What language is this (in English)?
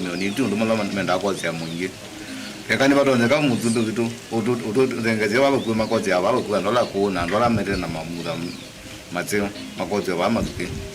Kamba